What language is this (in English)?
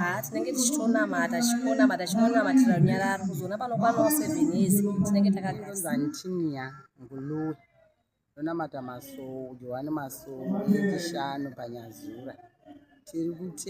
Shona